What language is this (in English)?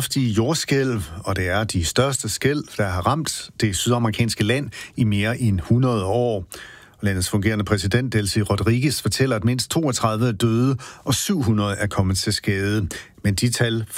Danish